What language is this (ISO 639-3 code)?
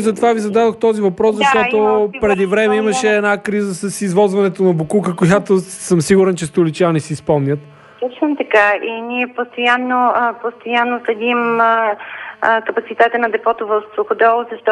bul